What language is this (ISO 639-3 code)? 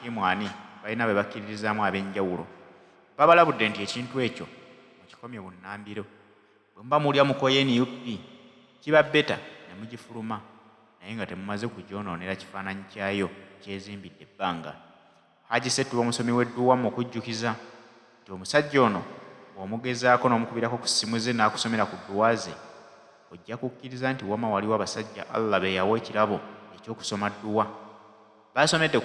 lug